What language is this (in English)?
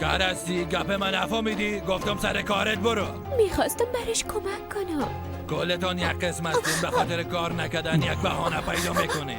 Persian